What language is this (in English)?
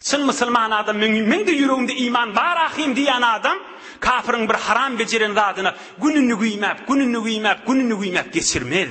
Turkmen